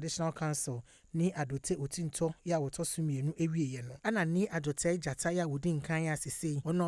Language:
Akan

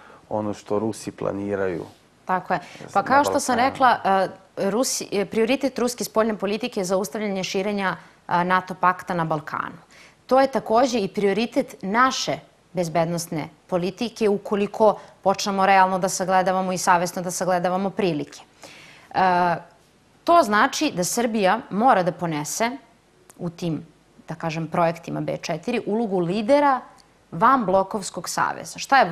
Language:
Serbian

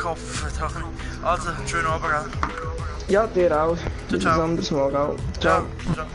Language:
Swiss German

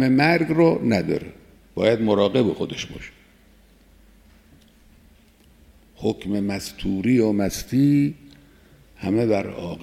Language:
Persian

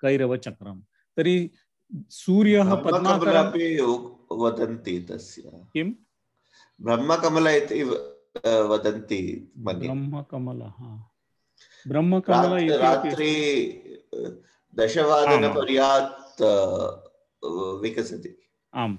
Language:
Sanskrit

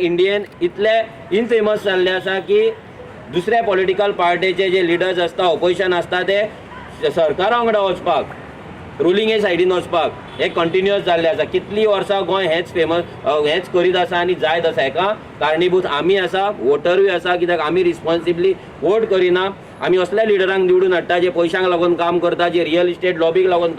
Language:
Konkani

